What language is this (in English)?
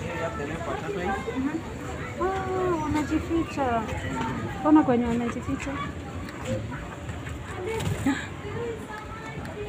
Swahili